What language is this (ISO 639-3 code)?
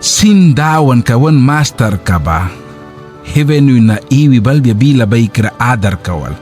miq